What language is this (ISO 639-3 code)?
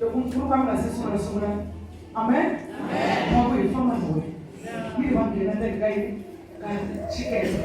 tso